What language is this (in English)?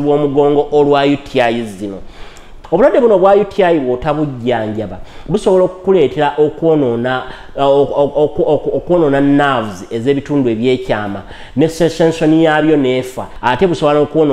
Ganda